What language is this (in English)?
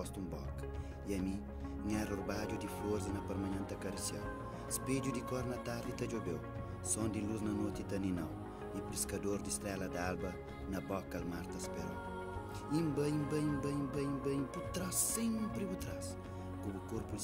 Kabuverdianu